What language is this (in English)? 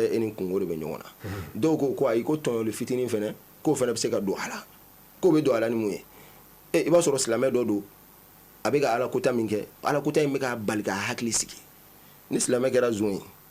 Bambara